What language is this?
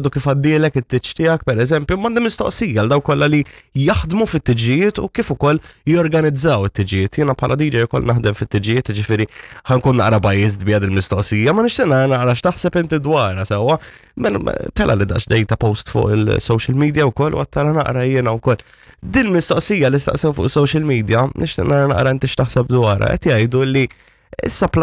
Maltese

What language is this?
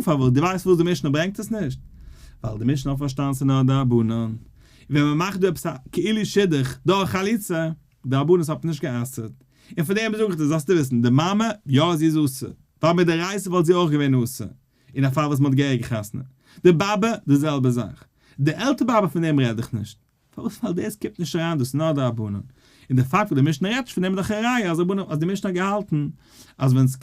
Yiddish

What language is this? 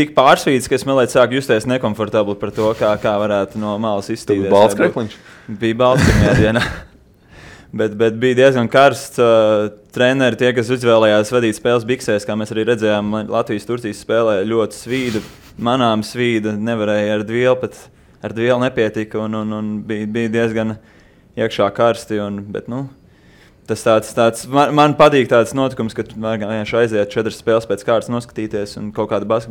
Latvian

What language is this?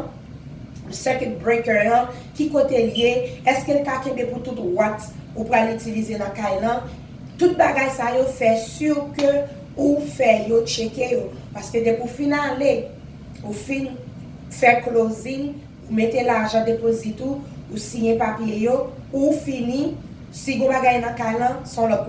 Haitian Creole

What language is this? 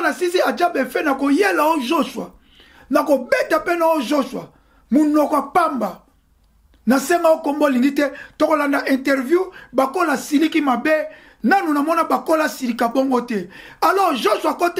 Lingala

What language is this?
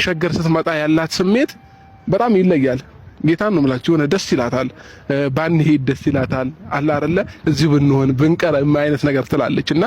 Amharic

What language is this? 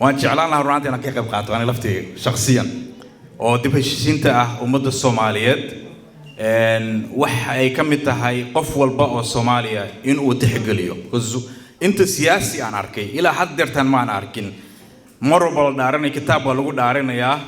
Somali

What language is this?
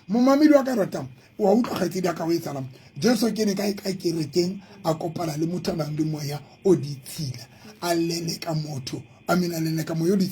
Southern Sotho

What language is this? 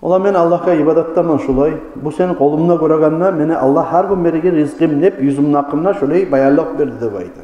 Kumyk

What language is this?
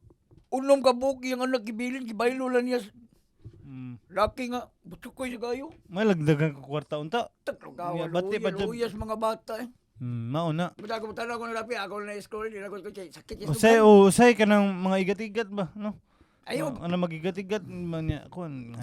Cebuano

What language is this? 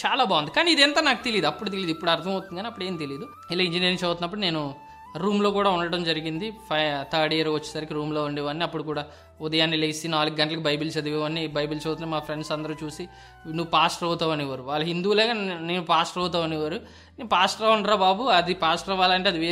Telugu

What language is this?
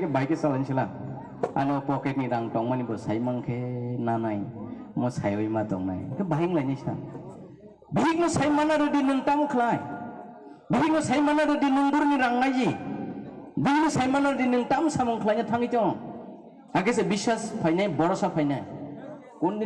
Kok Borok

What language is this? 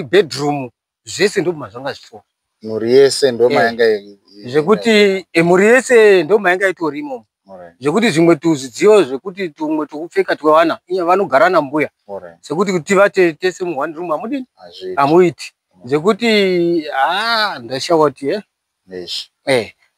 Shona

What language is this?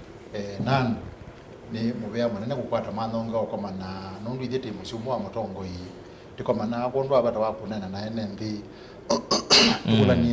Kamba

